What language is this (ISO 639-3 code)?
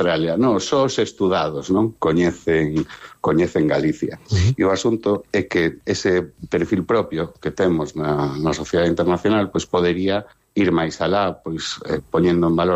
glg